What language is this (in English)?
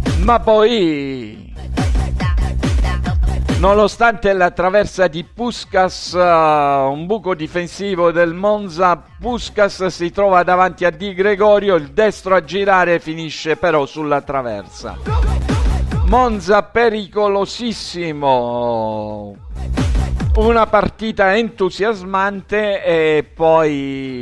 Italian